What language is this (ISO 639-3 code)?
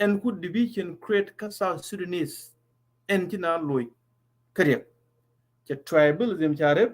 nus